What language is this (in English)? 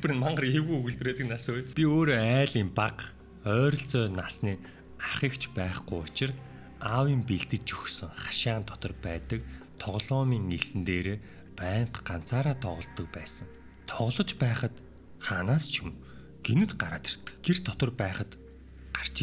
Mongolian